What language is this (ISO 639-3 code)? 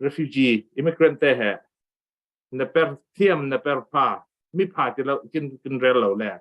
cfm